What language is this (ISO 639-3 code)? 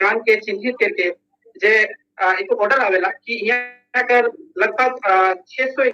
sck